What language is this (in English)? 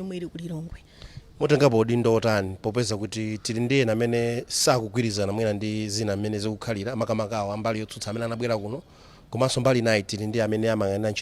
Nyanja